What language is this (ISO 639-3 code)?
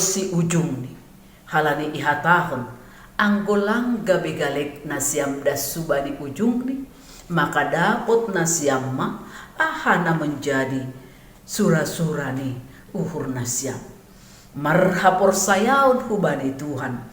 bts